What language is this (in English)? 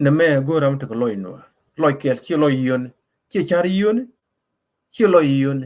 Nuer